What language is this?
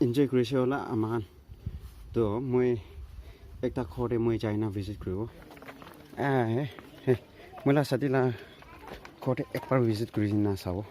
Naga Pidgin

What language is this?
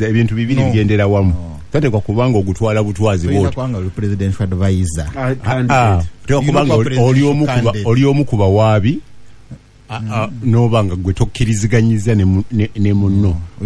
Ganda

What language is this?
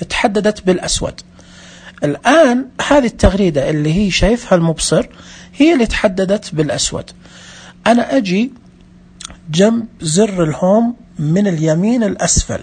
Najdi Arabic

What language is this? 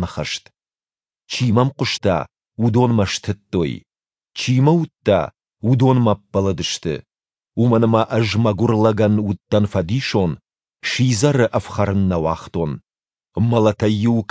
Ossetic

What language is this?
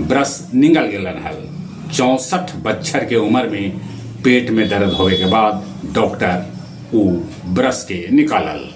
Magahi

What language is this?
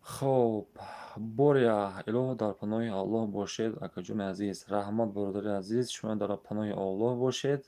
Tajik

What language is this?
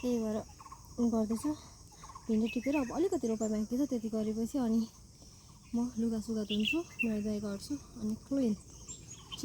Nepali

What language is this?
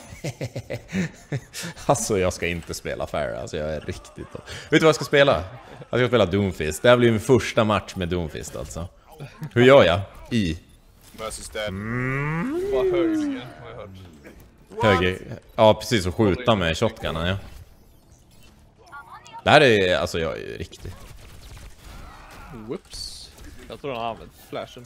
Swedish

